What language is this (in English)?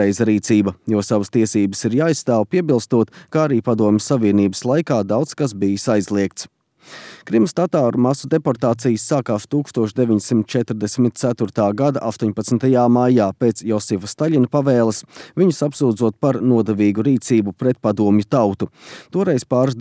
Latvian